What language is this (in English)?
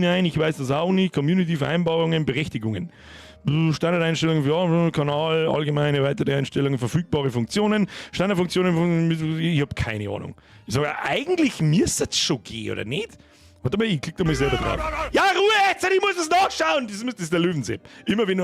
Bavarian